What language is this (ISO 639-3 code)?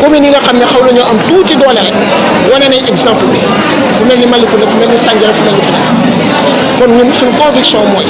wol